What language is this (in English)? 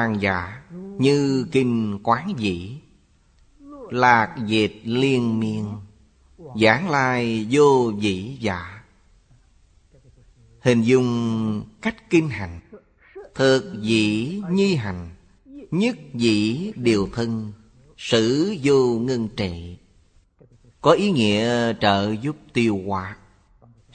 Vietnamese